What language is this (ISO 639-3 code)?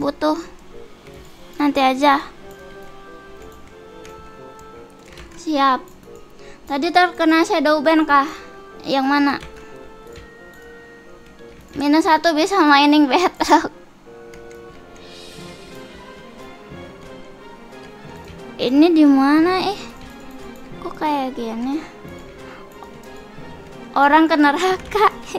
ind